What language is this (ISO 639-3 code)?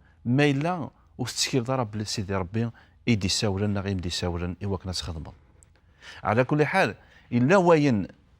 kab